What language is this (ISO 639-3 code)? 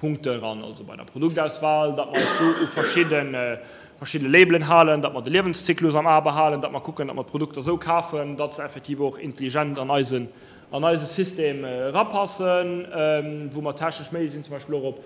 ltz